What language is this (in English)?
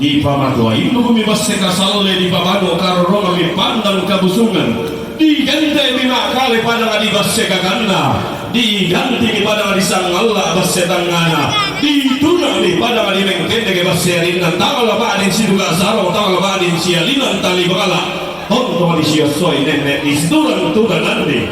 Toraja-Sa'dan